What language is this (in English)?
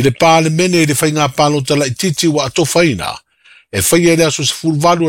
Samoan